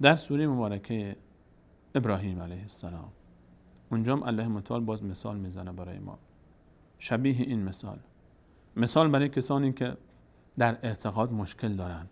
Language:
Persian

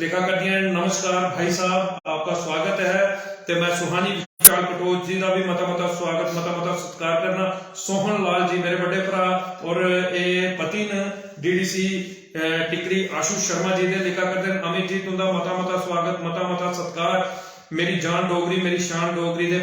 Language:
Dogri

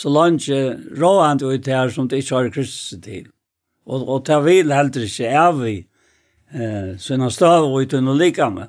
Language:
Faroese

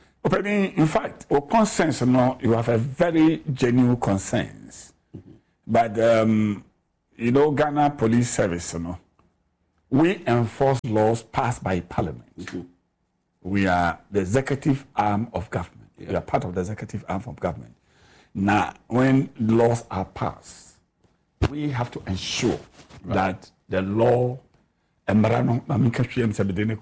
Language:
Akan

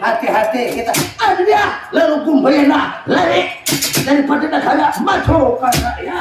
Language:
Banjar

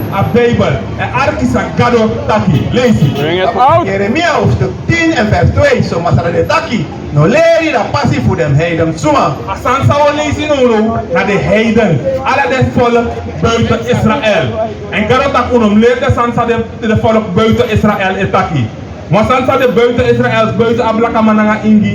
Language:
Sranan Tongo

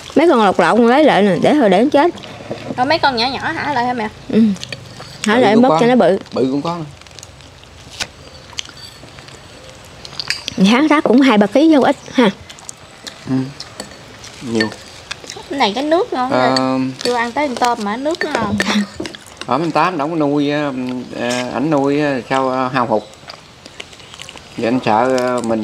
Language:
Vietnamese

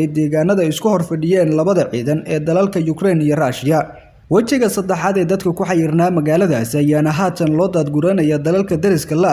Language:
Somali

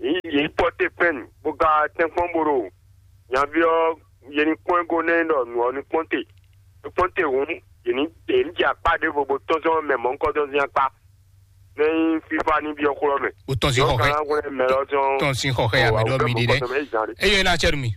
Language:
Fon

